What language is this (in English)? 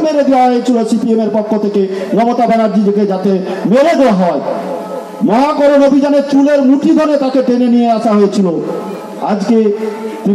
Bangla